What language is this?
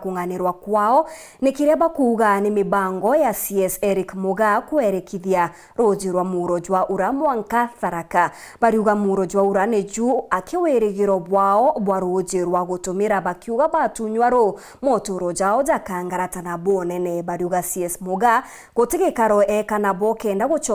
Meru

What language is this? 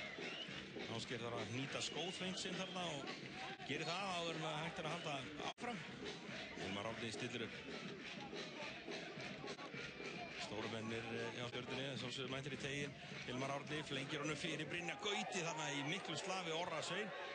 Icelandic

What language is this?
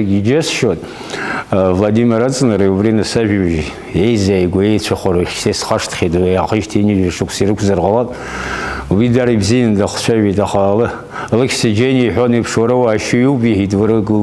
Abkhazian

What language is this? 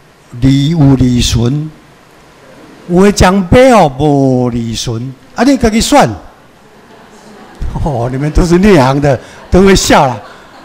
Chinese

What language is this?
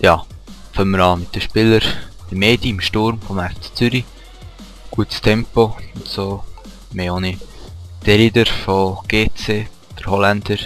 Swiss German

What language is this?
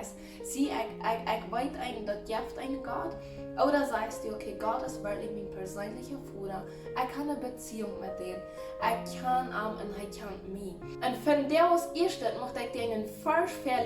Plautdietsch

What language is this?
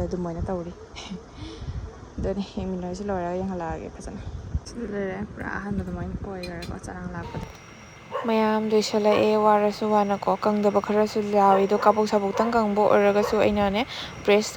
Manipuri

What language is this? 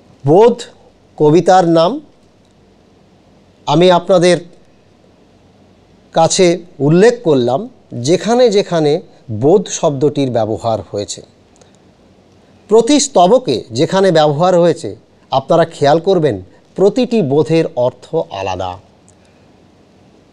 Bangla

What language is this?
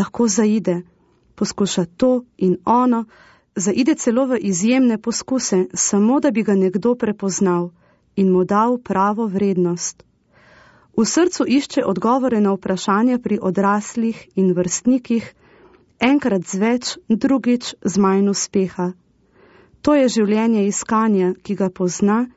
Slovenian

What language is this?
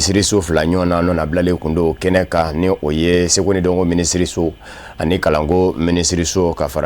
Bambara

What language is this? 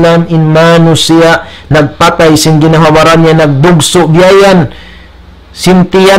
Tausug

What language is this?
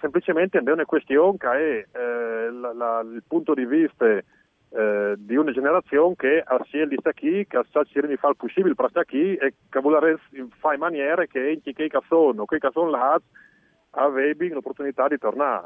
Friulian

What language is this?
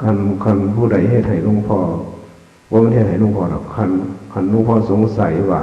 Northeastern Thai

